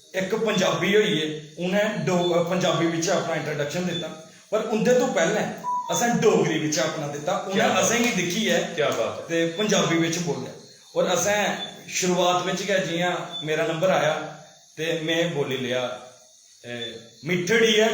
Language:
Dogri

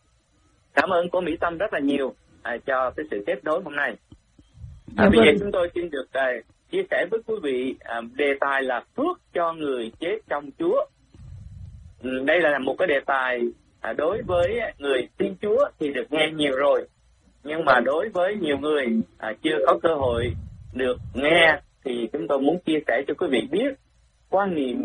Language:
Vietnamese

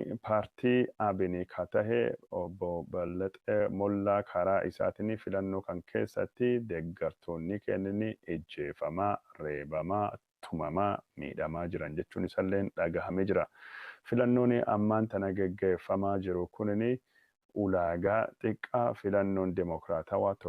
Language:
Oromo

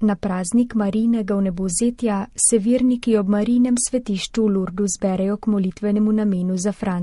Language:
Slovenian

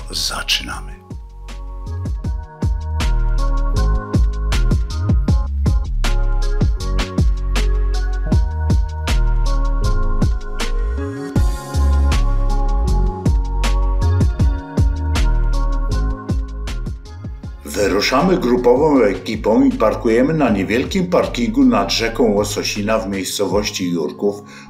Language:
Polish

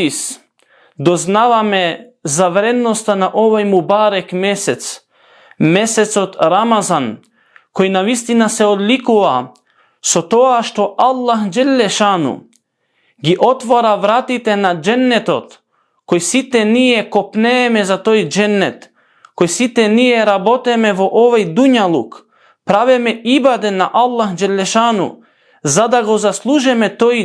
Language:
Macedonian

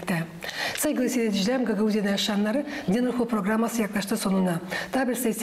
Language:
Gagauz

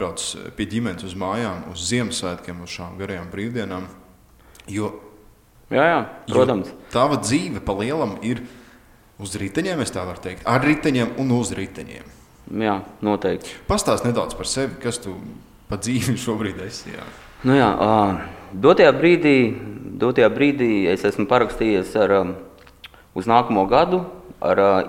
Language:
Latvian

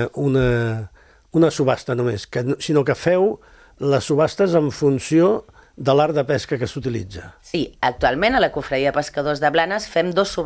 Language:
Catalan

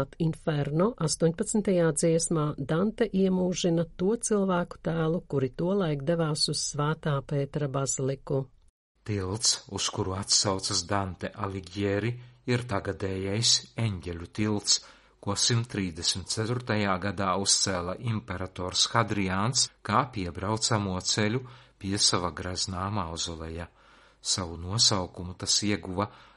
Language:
Latvian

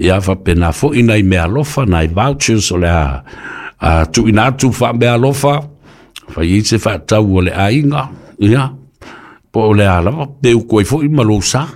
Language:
Samoan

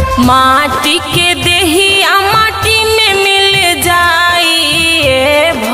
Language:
Bhojpuri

